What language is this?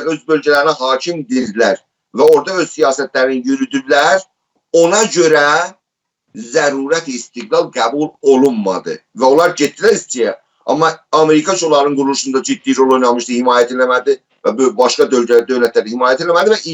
South Azerbaijani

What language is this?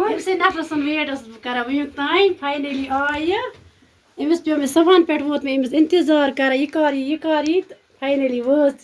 Kashmiri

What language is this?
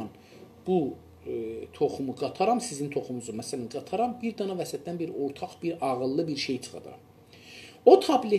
South Azerbaijani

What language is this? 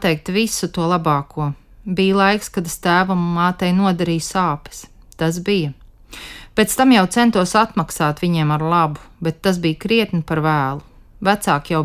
Latvian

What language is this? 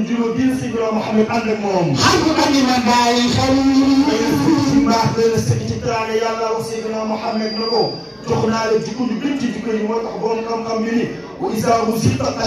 Wolof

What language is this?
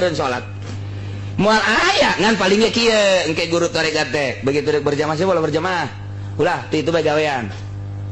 Sundanese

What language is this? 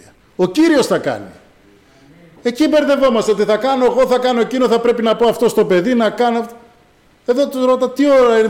Greek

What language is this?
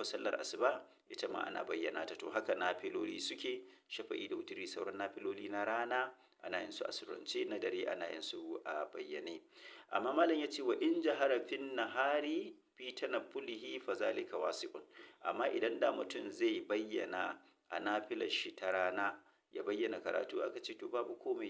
Hausa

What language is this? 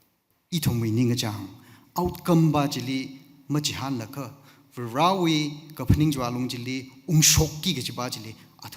Tangkhul Naga (India)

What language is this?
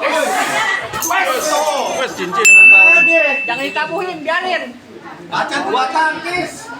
Betawi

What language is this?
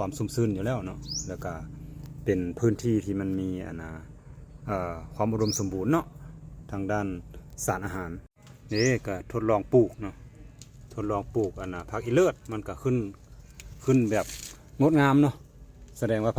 Lao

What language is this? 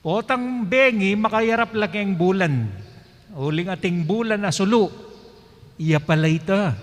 Pampanga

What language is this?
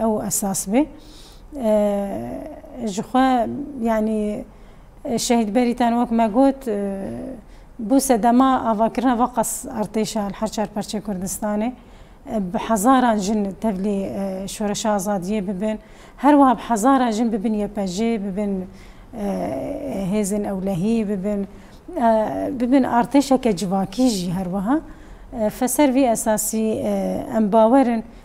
Kurdish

